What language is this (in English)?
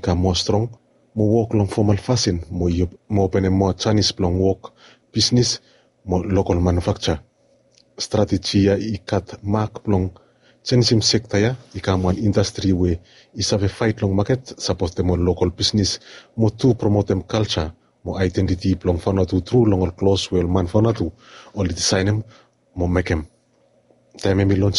Bislama